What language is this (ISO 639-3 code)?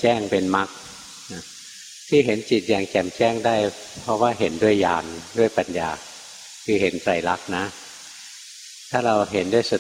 tha